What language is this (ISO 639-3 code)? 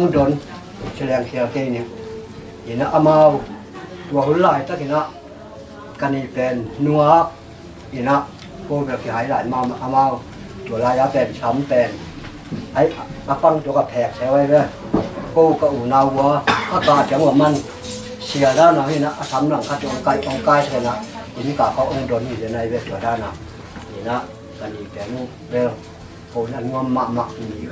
ctd